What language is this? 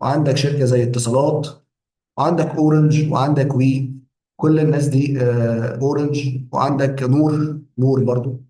Egyptian Arabic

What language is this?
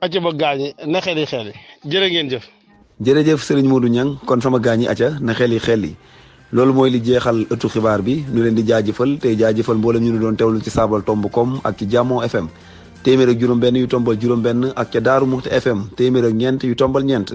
Wolof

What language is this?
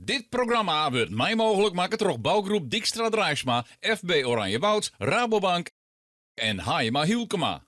Western Frisian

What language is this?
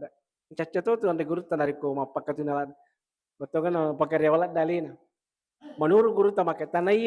Buginese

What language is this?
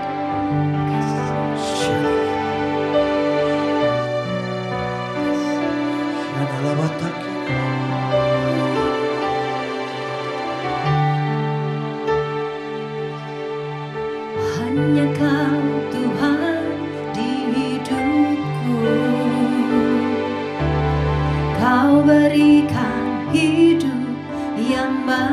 Indonesian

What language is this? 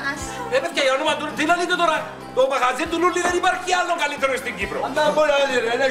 Greek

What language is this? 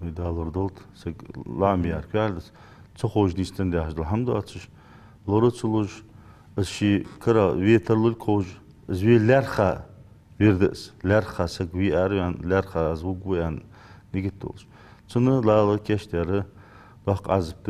Ingush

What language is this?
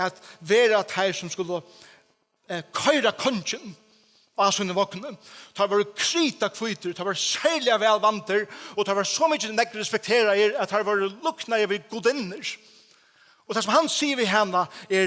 Faroese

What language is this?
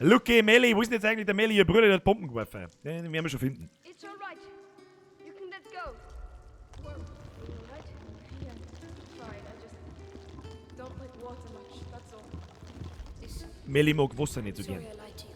Bavarian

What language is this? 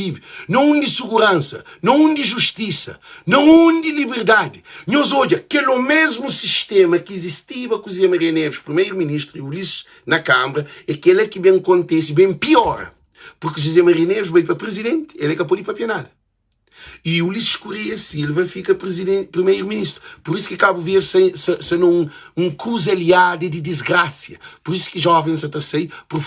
Kabuverdianu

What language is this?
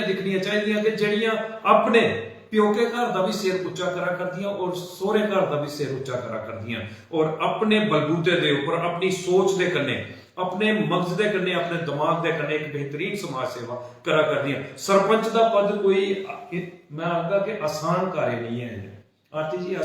Dogri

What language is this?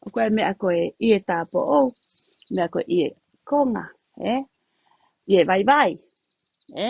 Tongan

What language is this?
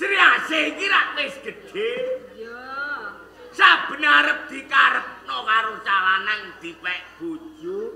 Javanese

